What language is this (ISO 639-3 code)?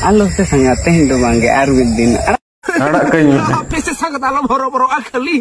sat